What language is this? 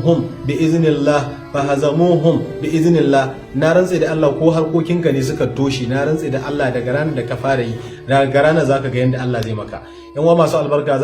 Hausa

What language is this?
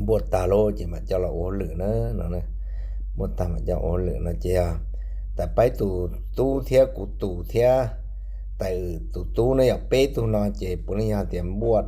Hmong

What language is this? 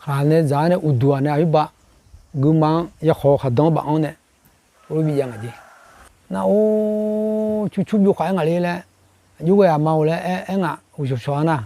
Akha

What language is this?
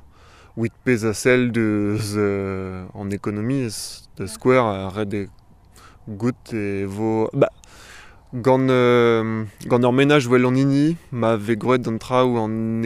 Breton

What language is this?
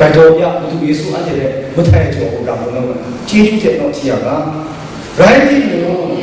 Kachin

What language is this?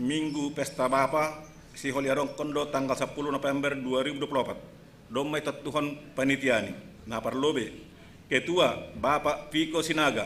Batak Simalungun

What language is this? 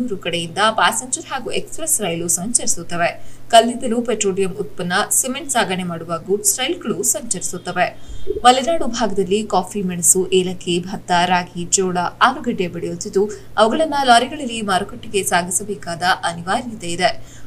Kannada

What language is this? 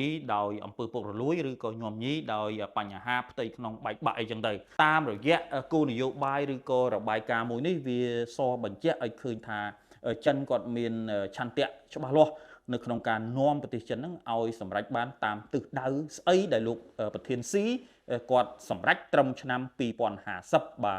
Khmer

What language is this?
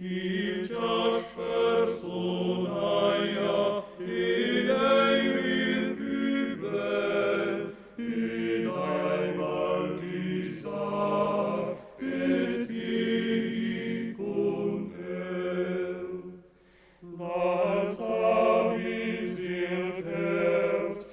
Romansh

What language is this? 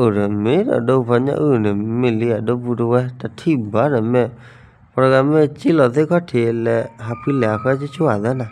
S'gaw Karen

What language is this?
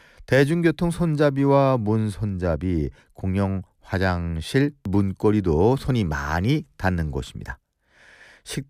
Korean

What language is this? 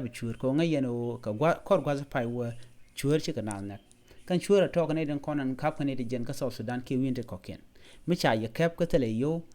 Nuer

